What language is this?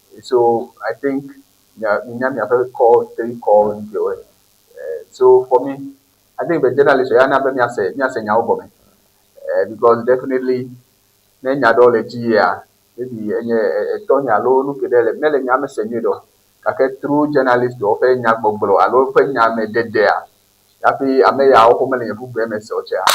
Ewe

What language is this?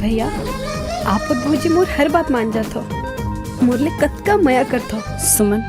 Chhattisgarhi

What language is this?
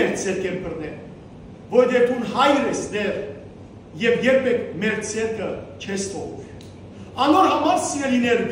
Western Armenian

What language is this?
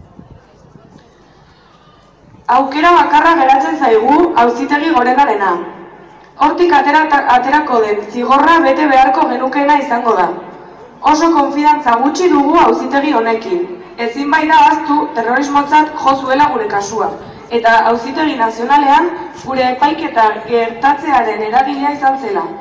Basque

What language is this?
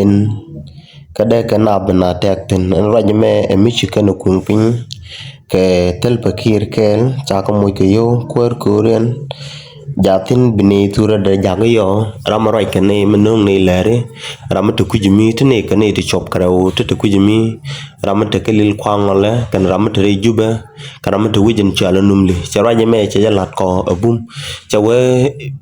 Nuer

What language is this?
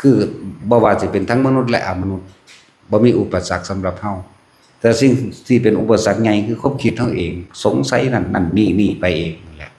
Lao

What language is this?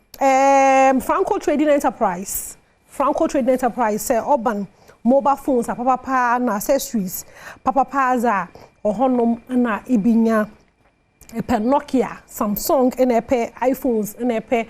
Akan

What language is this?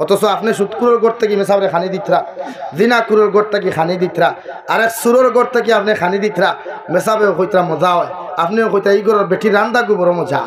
Sylheti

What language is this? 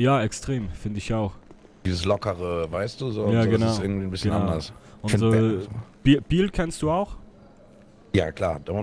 Swiss German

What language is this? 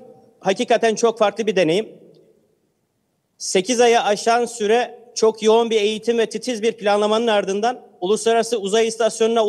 Turkish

